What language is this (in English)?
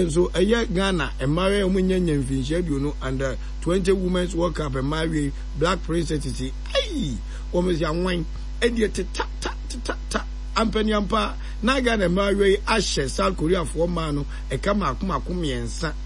Akan